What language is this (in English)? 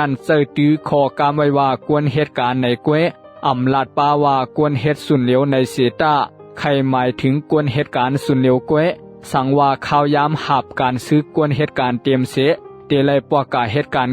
Shan